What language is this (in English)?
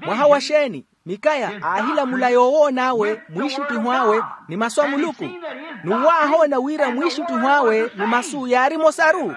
Makhuwa